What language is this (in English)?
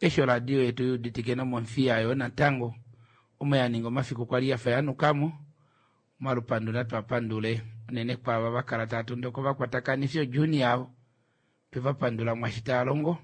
Kuanyama